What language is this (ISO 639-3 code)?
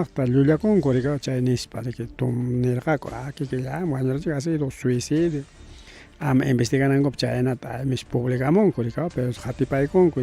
quy